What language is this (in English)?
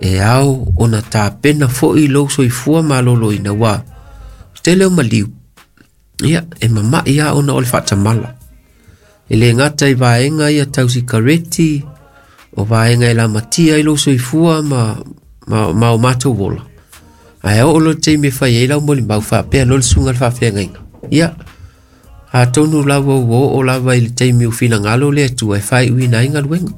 Samoan